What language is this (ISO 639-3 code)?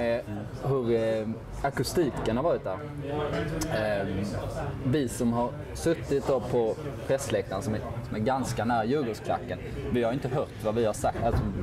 swe